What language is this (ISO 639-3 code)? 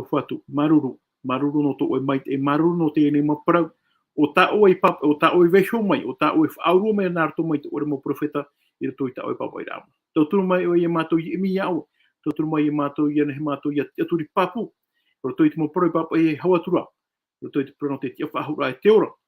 tah